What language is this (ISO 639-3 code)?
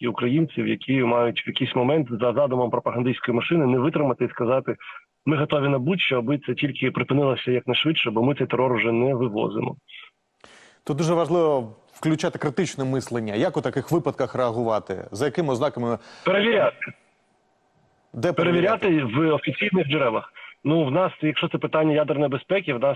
ukr